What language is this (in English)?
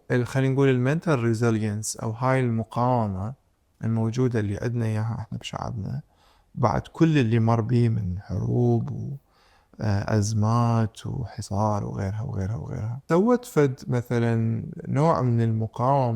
Mesopotamian Arabic